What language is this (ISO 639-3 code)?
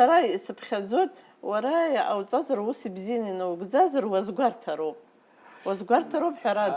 abk